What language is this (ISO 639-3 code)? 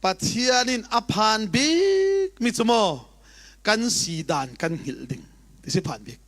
cfm